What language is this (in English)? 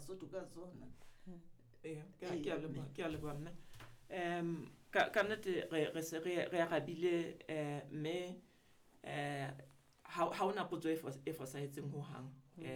Southern Sotho